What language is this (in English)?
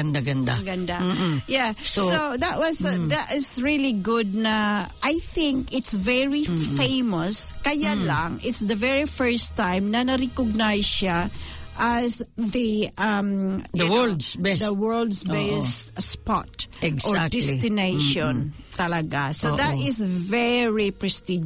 Filipino